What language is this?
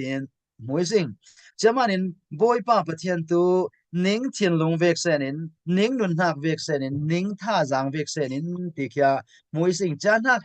Falam Chin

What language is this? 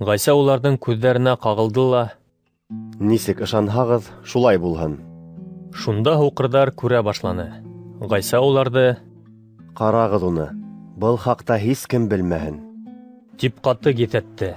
Bashkir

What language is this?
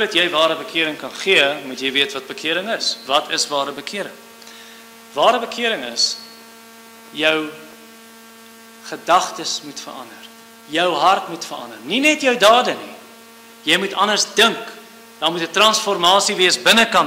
Afrikaans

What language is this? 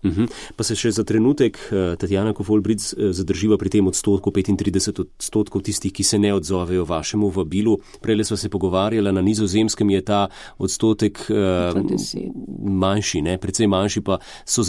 Slovenian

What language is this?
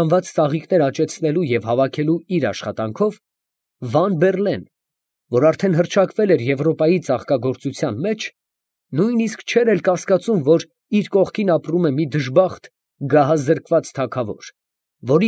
Armenian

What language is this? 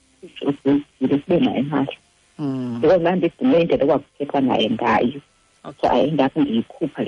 Xhosa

